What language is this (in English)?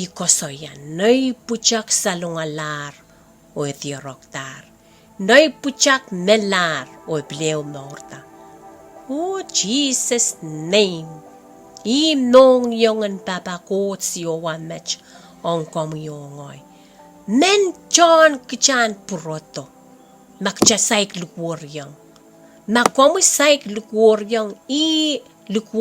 Pohnpeian